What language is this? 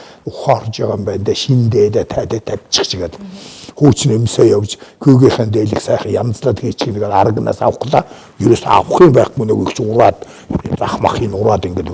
Mongolian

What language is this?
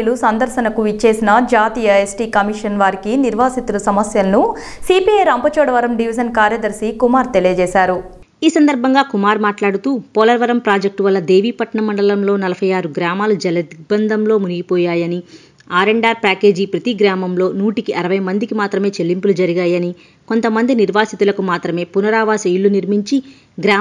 Telugu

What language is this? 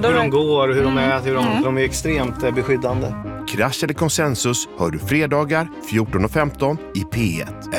Swedish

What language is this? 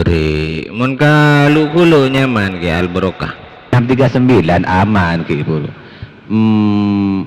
Madurese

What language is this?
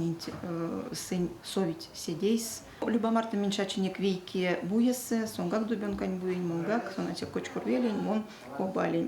Erzya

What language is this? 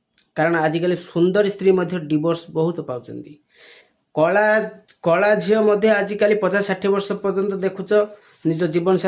Odia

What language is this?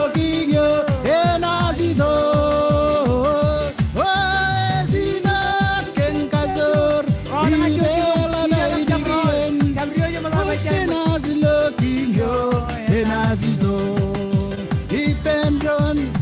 Marshallese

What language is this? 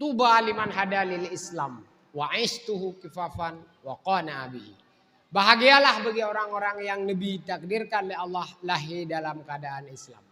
Achinese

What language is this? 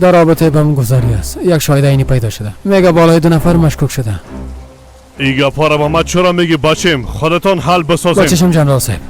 Persian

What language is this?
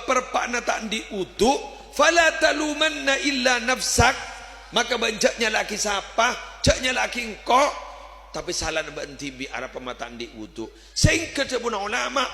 Madurese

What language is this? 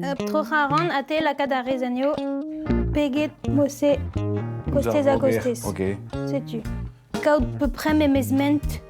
Breton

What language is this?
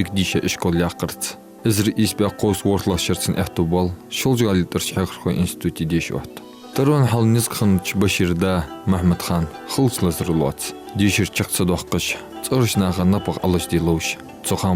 Ingush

